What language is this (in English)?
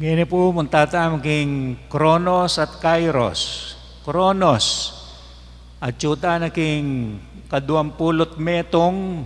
Pampanga